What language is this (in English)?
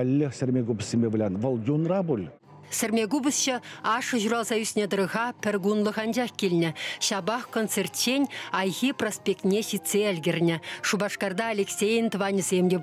Chuvash